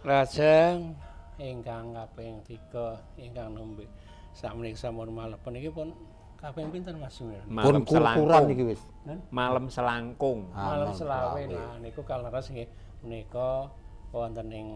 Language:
Javanese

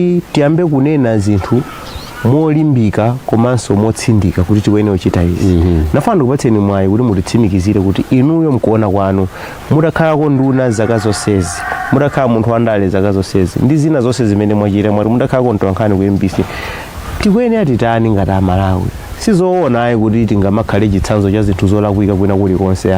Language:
Nyanja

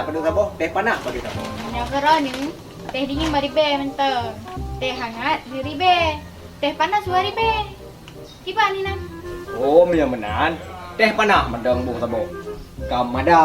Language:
Achinese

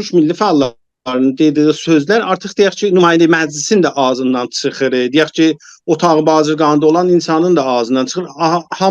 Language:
South Azerbaijani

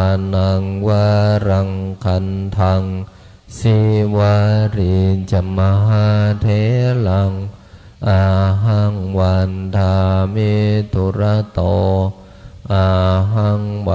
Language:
Pali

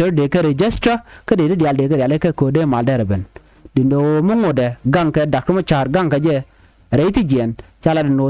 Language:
Nuer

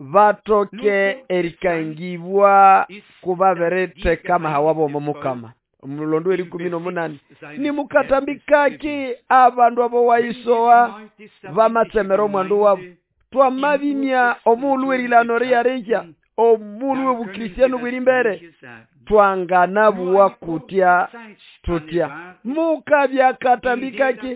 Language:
Nande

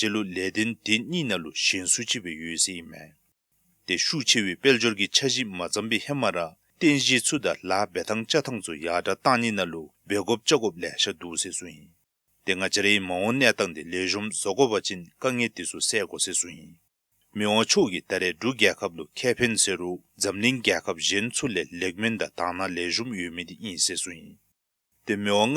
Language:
Dzongkha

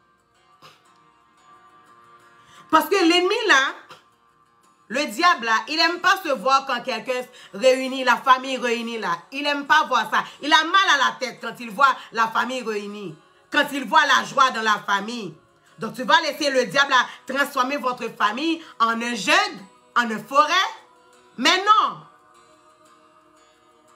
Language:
French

